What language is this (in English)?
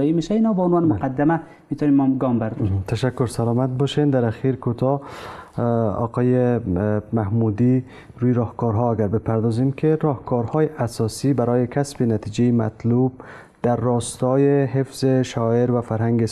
Persian